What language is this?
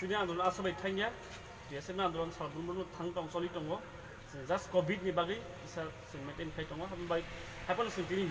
Kok Borok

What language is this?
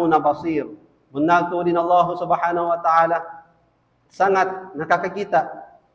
Tausug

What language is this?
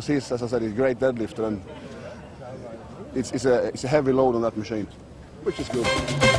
English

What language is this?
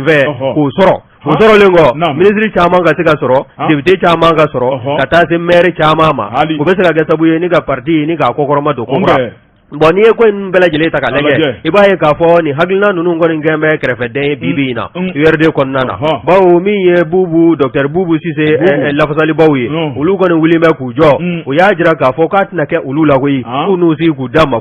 Bambara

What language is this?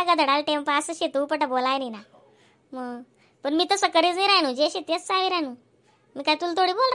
Khandesi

